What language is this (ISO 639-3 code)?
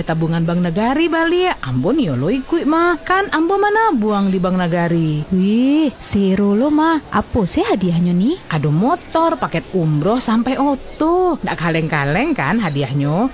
min